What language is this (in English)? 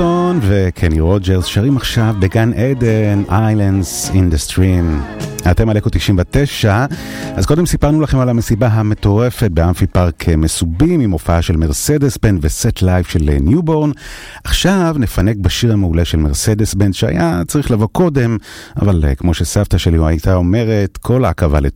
Hebrew